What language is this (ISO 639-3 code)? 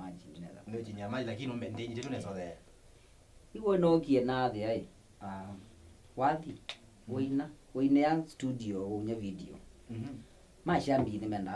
kam